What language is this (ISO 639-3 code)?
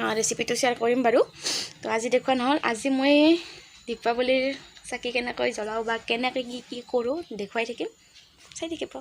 asm